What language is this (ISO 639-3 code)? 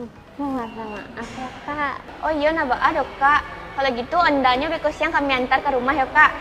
min